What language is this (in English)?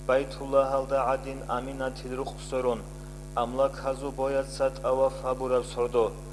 Avaric